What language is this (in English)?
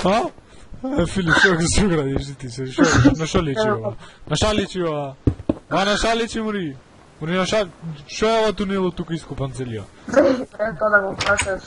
Macedonian